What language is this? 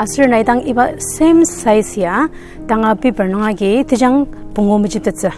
Ao Naga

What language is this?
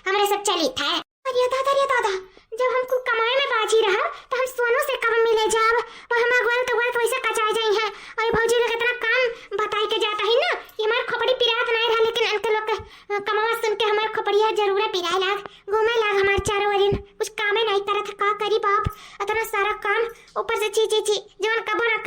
Awadhi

